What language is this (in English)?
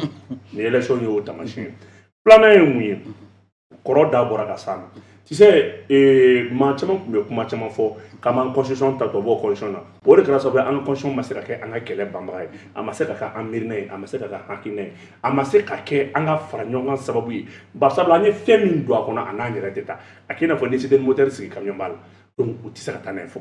Bambara